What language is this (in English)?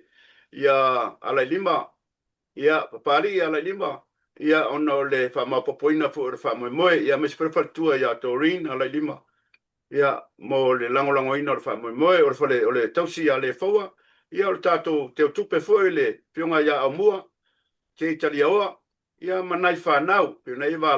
Samoan